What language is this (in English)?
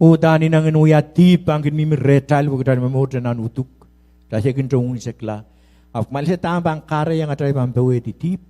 Pohnpeian